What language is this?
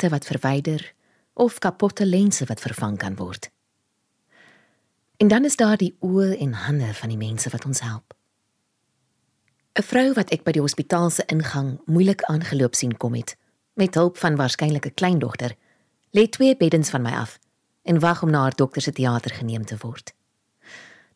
Afrikaans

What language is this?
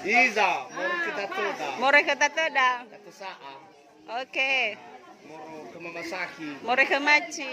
Nias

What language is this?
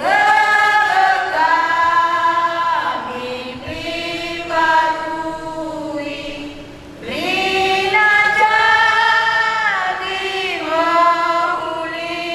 Batak Karo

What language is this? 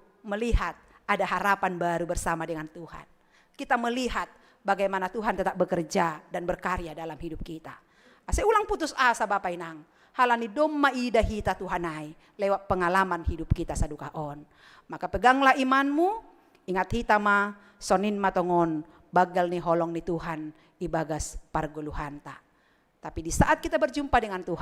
Batak Simalungun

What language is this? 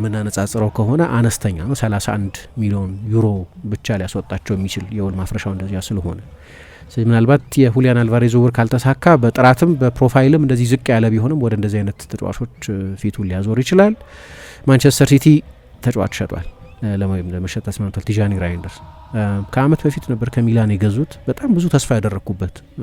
Amharic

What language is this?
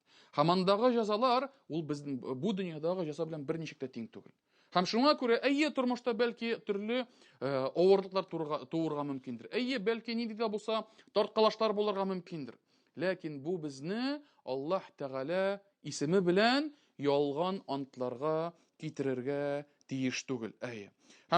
Tatar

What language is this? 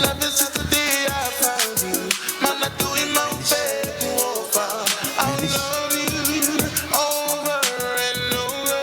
Tongan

